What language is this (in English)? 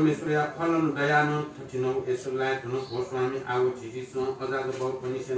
Newari